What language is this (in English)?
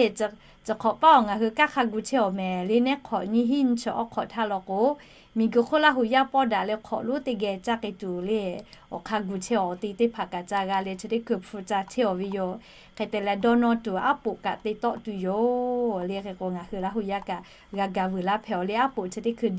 Lahu